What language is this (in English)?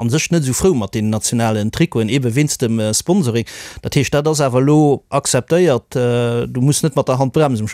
Luxembourgish